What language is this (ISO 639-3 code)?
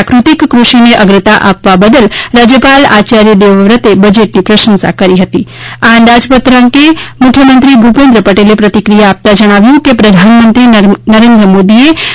guj